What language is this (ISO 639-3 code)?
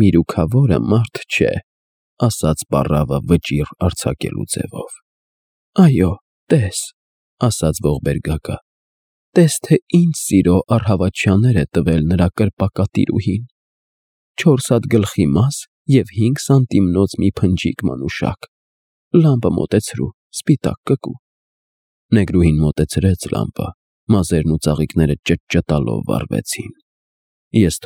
hye